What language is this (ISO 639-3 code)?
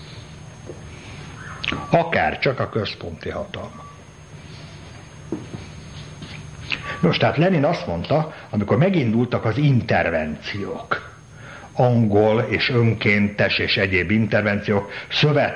hun